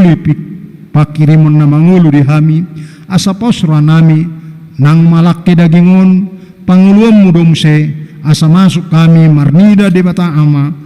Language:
Batak Toba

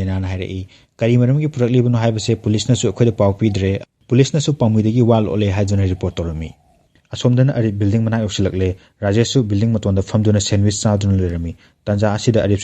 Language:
Manipuri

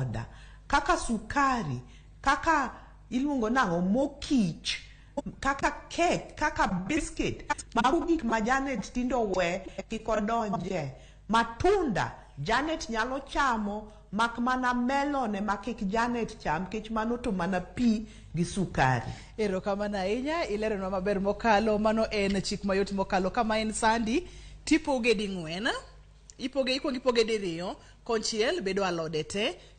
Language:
Luo (Kenya and Tanzania)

